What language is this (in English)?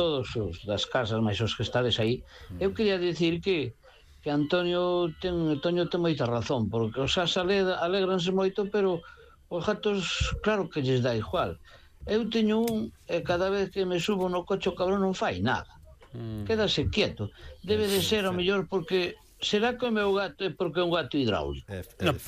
Galician